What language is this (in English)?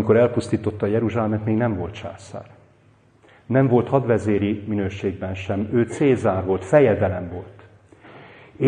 Hungarian